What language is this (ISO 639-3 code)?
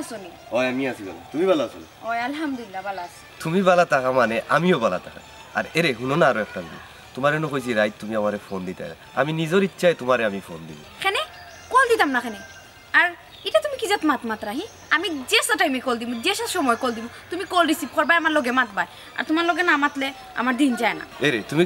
syl